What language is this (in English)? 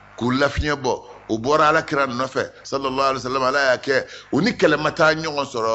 Bambara